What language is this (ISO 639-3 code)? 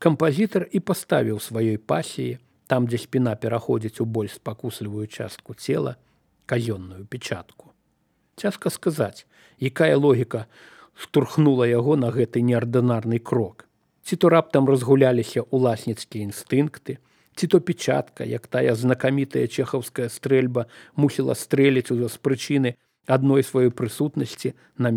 bel